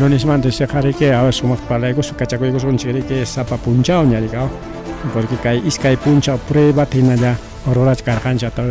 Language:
Ayacucho Quechua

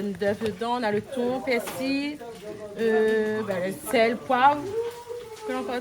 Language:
Réunion Creole French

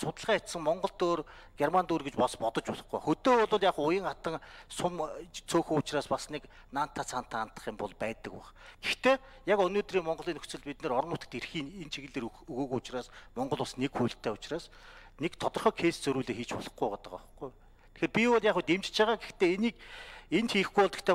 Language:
Mongolian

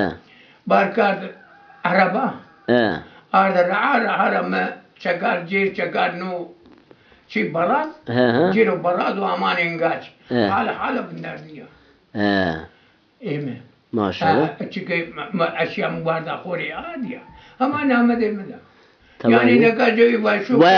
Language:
Zaza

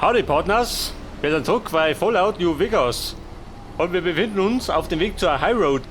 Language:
Bavarian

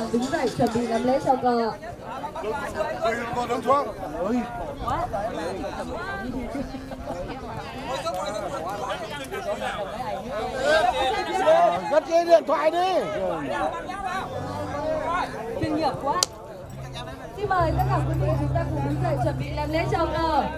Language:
Vietnamese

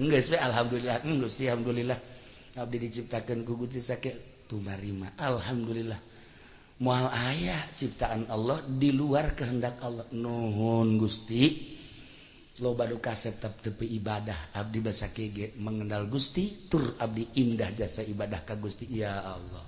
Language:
Sundanese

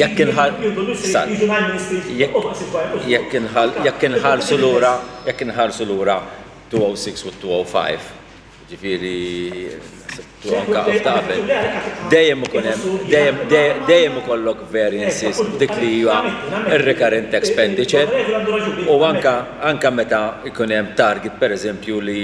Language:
Maltese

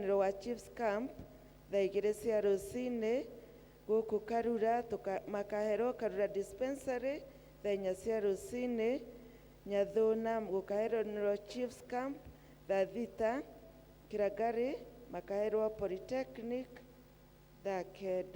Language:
Kikuyu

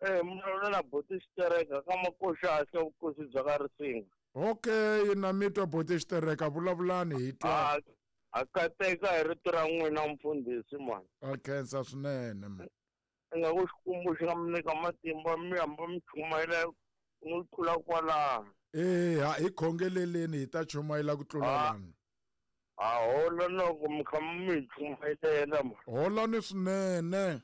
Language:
Tsonga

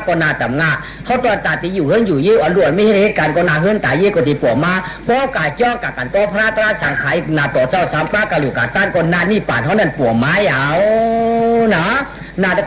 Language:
Shan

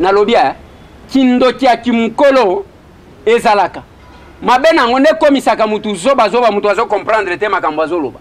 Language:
Lingala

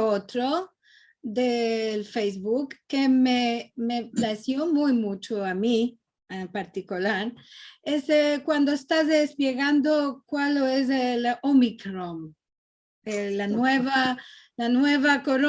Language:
Ladino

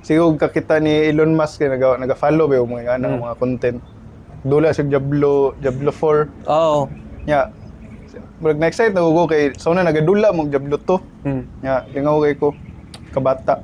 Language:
Cebuano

